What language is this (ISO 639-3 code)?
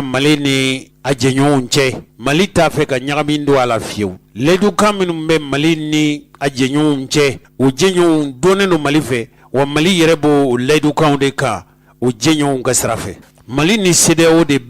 bam